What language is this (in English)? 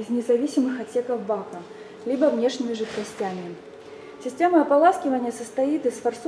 Russian